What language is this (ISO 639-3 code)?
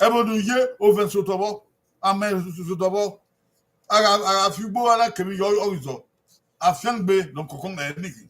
bin